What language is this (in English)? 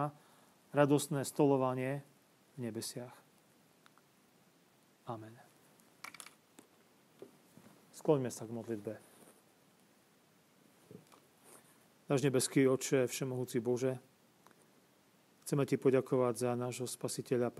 Slovak